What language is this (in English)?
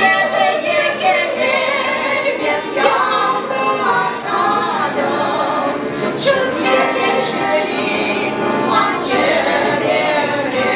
Chuvash